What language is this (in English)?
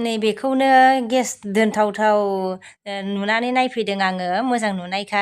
Bodo